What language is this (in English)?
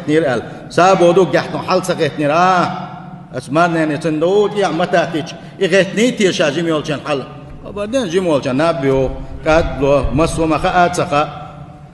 Chechen